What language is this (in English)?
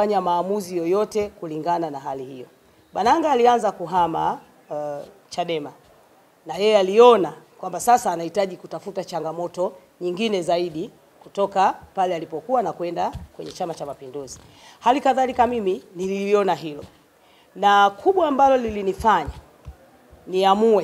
Swahili